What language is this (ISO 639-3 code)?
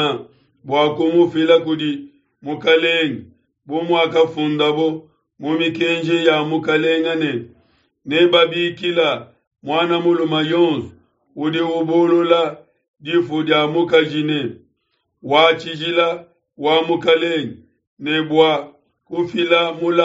lua